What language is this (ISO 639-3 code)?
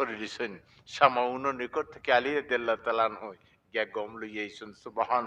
syl